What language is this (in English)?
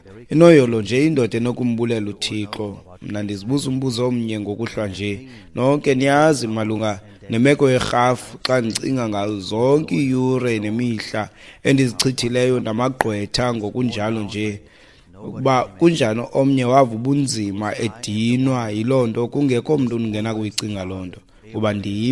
Xhosa